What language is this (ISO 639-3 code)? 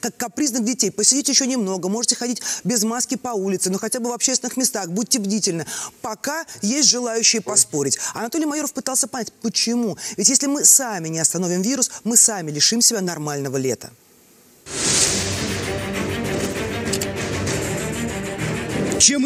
rus